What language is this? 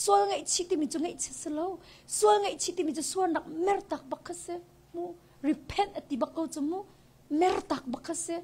Hakha Chin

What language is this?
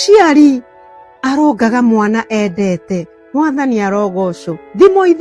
Kikuyu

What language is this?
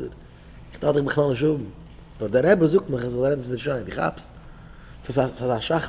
Yiddish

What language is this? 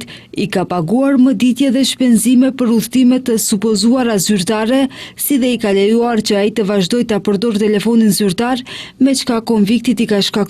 Albanian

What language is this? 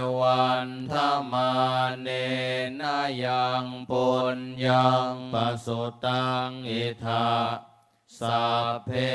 Pali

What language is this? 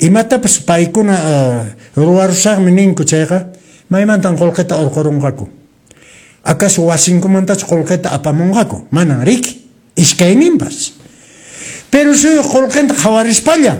Quechua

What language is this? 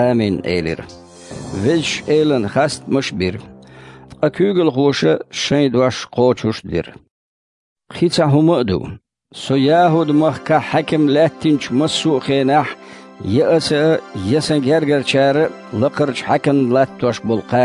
Chechen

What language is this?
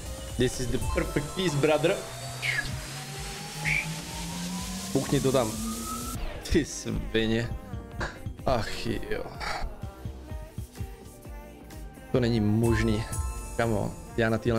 Czech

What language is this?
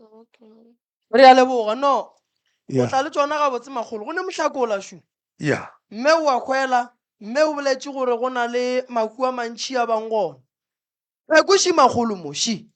Northern Sotho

